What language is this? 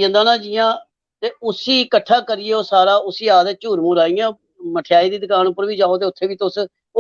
Dogri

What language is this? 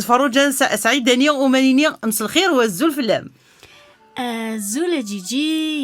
Kabyle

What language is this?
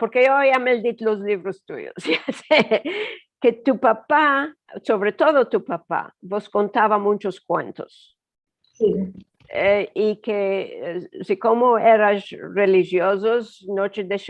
Ladino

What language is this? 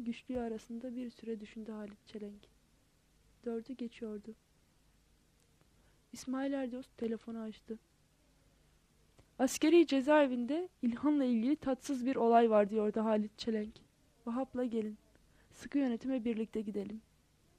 Turkish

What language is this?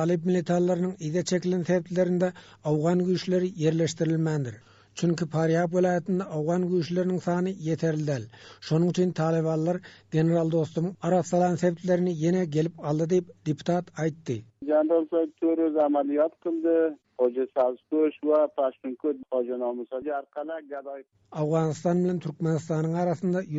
Turkmen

